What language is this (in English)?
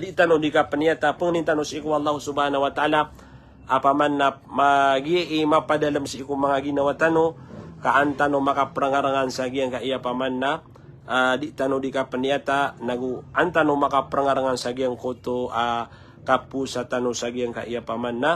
Maranao